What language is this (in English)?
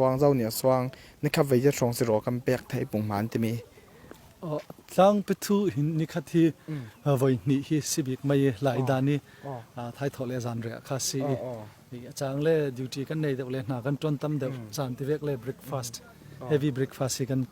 Falam Chin